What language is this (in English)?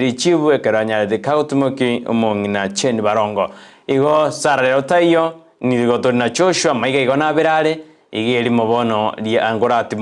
Gusii